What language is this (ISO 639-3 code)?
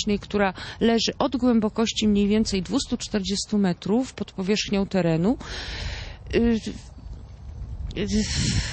pol